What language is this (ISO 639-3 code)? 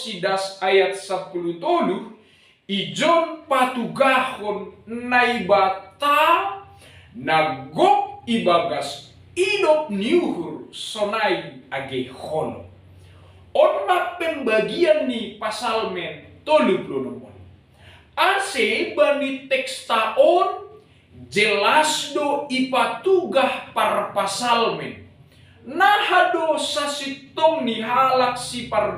bts